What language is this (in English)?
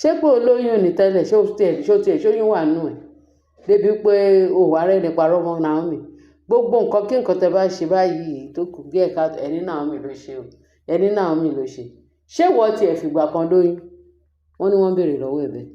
Yoruba